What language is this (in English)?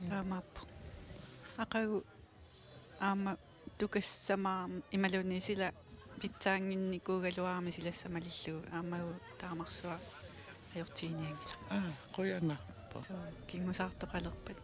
Kalaallisut